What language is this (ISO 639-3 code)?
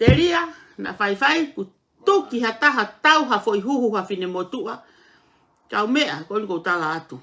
ton